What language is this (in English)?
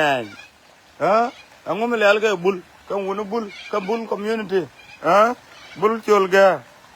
Nuer